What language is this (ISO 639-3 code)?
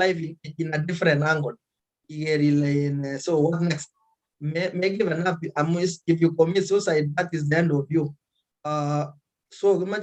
kln